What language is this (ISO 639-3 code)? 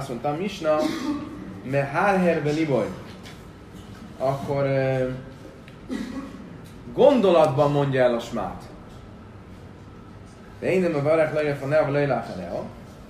hun